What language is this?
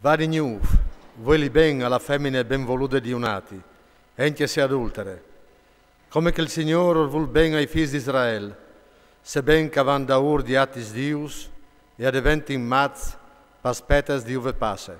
Friulian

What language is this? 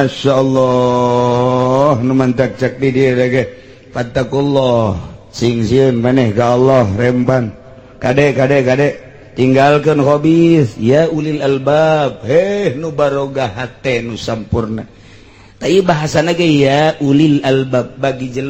Sundanese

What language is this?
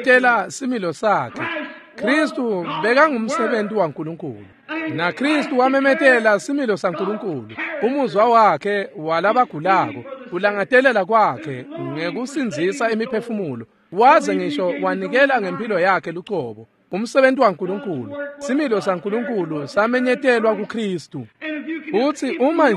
Swati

